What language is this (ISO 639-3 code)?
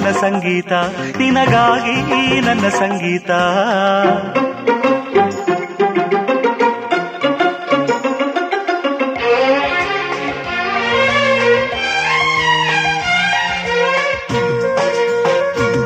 kan